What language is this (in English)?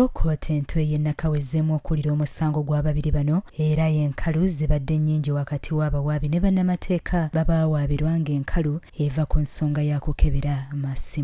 Ganda